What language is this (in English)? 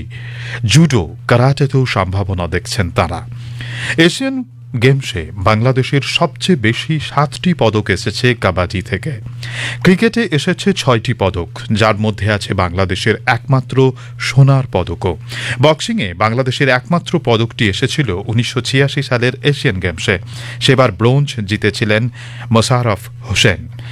Bangla